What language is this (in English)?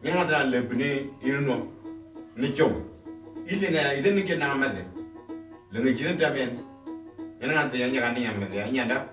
Moro